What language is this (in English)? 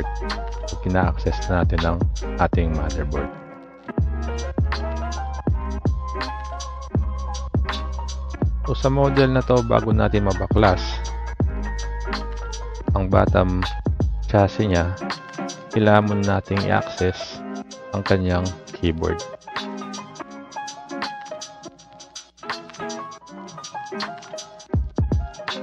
Filipino